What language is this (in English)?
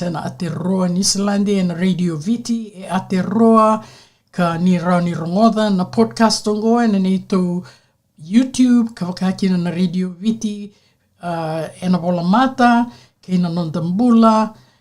Fijian